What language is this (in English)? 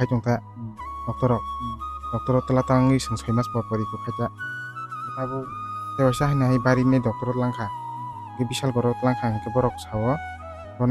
Kok Borok